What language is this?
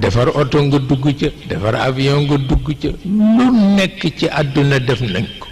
Wolof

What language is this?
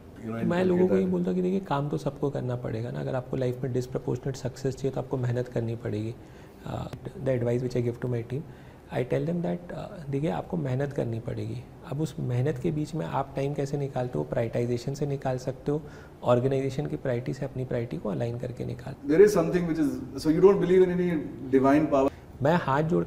Hindi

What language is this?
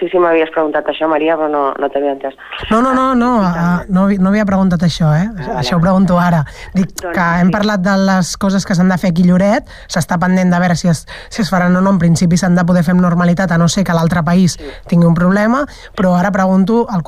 Catalan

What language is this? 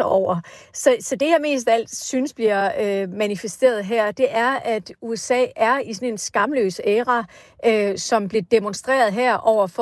Danish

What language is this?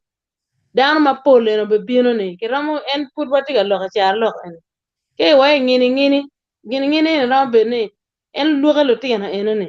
Acoli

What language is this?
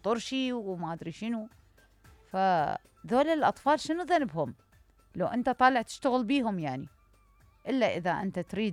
Mesopotamian Arabic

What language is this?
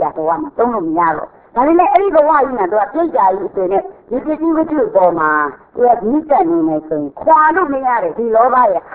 Burmese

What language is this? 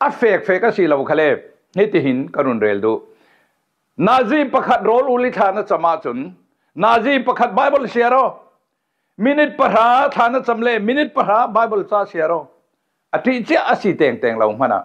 Falam Chin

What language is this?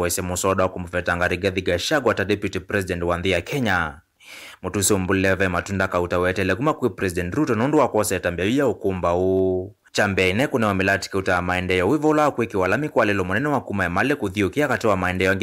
Kamba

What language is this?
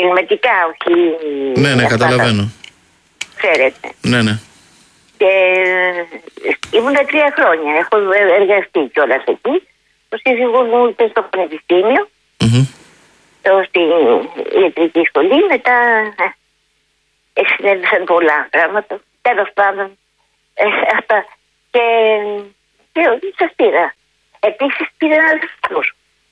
Greek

